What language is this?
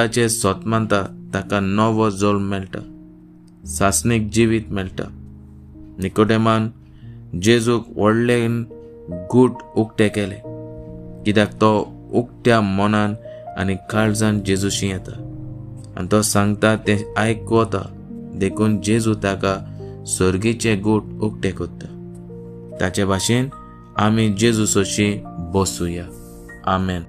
Konkani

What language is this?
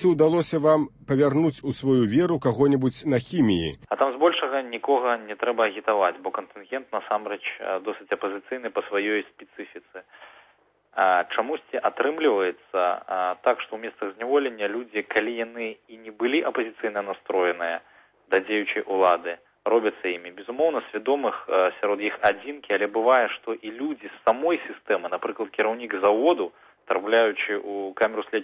Belarusian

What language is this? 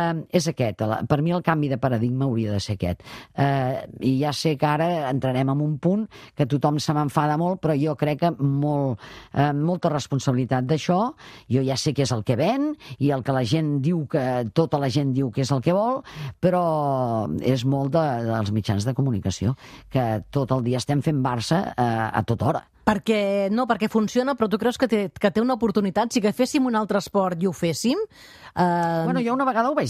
Catalan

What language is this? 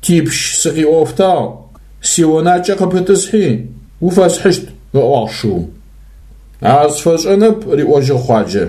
Adyghe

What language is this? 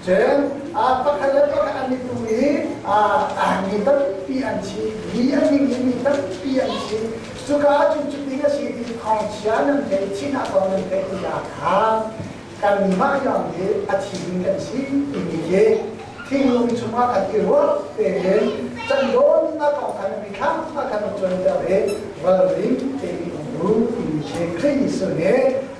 Hakha Chin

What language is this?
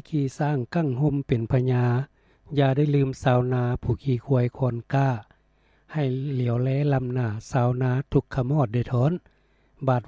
Lao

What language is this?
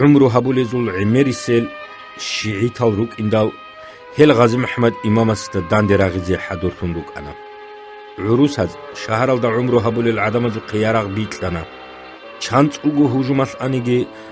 Avaric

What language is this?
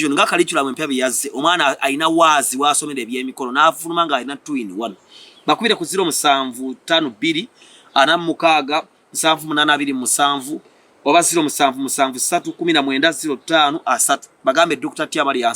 Ganda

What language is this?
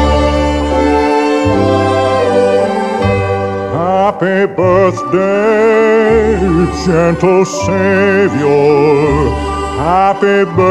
English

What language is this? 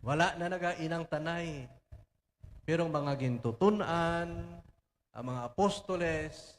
Hiligaynon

